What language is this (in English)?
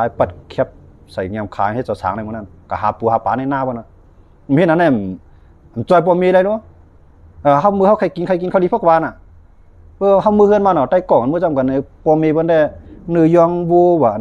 Shan